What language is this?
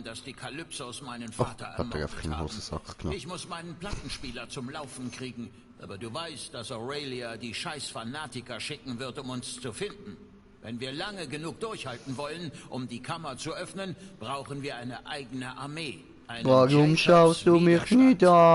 Swiss German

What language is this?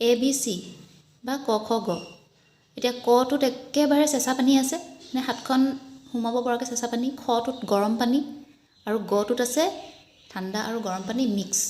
Assamese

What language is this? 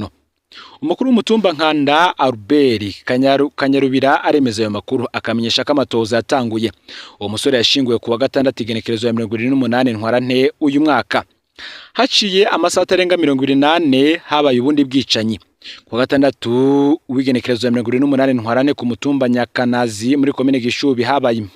Rundi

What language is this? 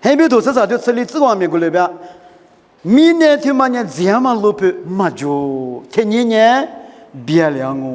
Lisu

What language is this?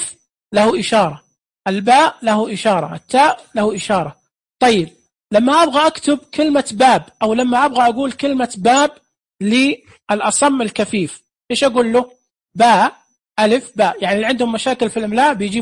Najdi Arabic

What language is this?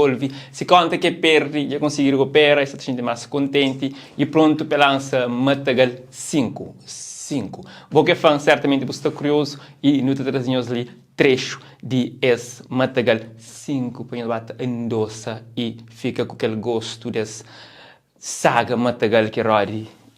Kabuverdianu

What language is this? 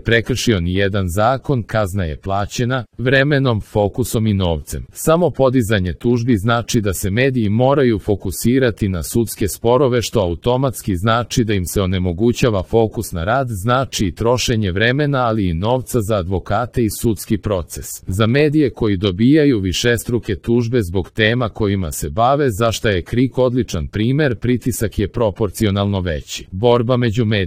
Serbian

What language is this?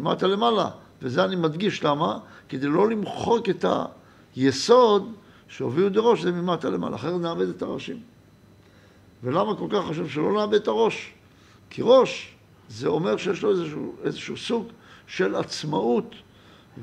Hebrew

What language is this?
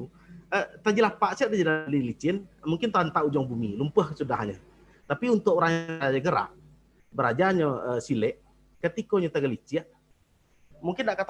Minangkabau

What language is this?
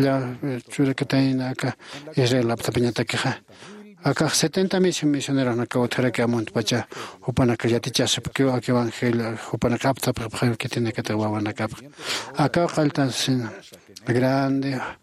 Aymara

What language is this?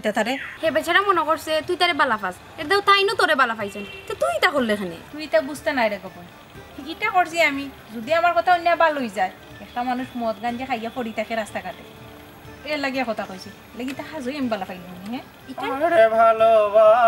Sylheti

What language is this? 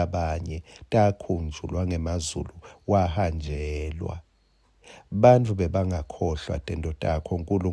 Swati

